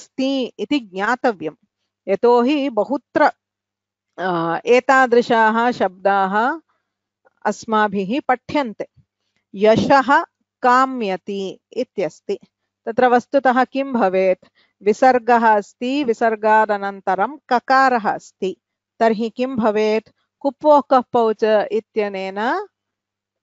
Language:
Sanskrit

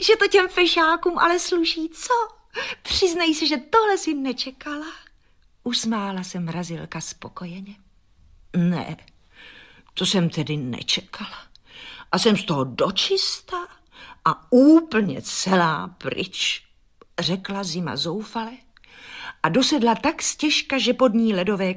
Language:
Czech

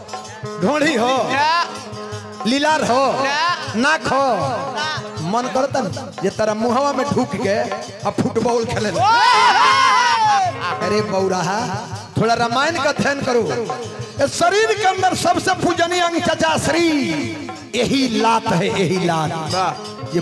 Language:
Bhojpuri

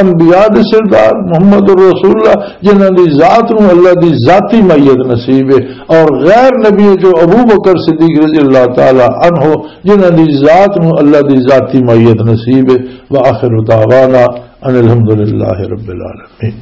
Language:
Western Panjabi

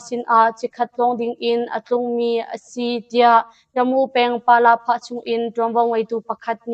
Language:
Hakha Chin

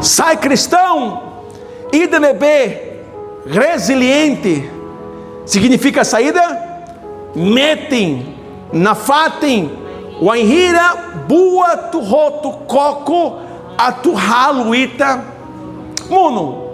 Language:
Tetum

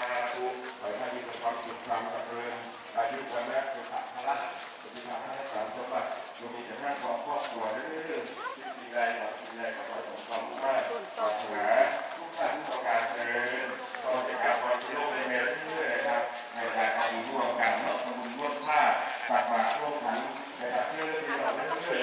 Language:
Northeastern Thai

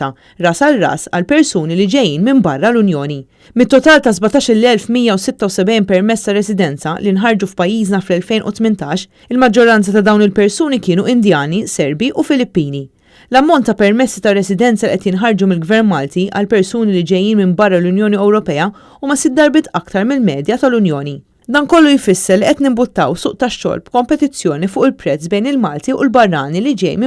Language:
Maltese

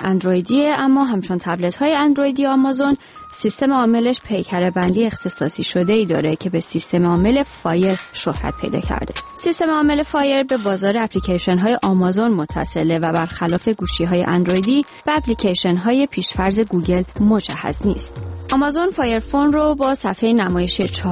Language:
Persian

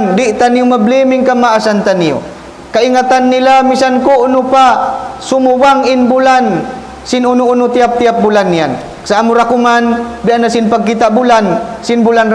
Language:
Tausug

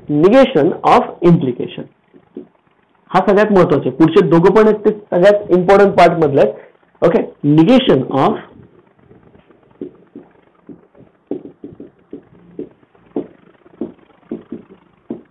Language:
Marathi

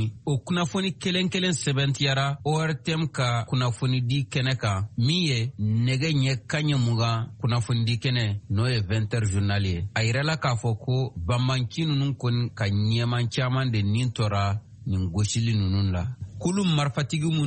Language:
Bambara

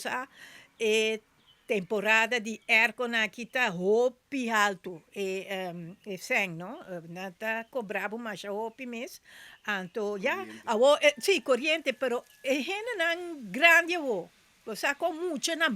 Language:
Papiamento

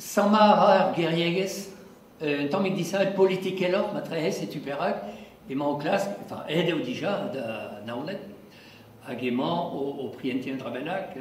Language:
Breton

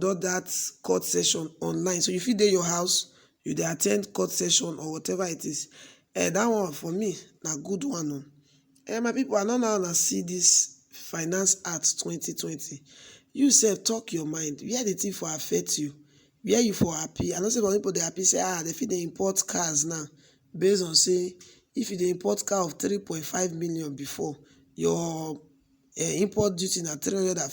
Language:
Nigerian Pidgin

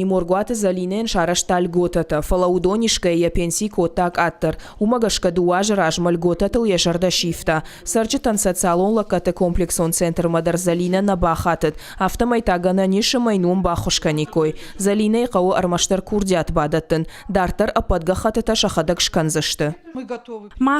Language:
Ossetic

